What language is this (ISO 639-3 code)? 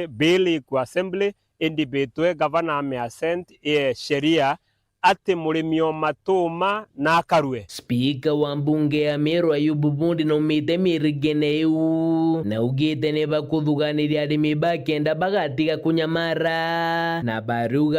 mer